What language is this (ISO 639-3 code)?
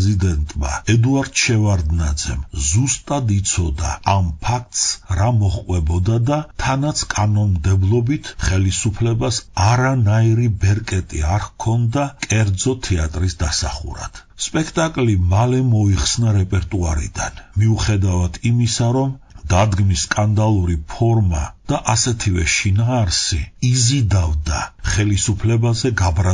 kat